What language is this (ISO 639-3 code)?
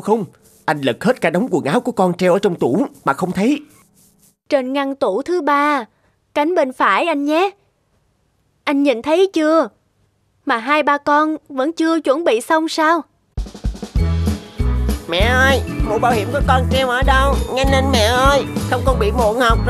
vie